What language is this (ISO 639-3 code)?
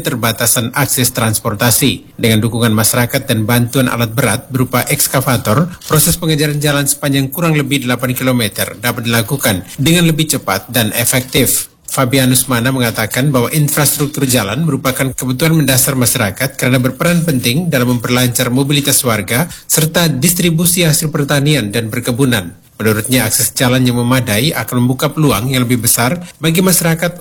ind